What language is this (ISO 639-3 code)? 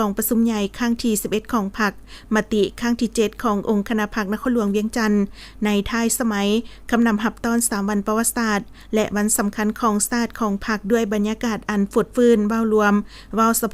lao